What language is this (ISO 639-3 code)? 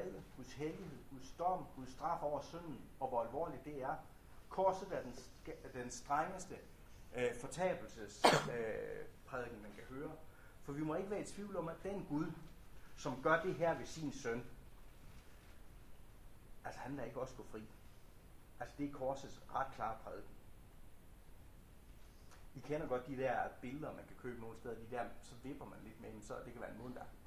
dan